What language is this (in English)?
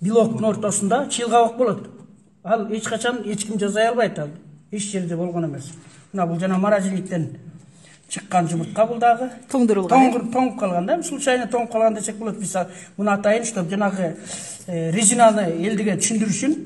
Kyrgyz